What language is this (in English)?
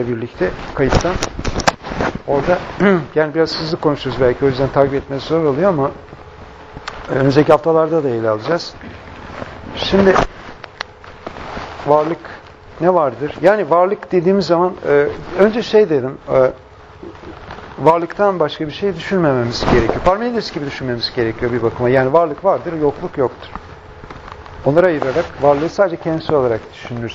Turkish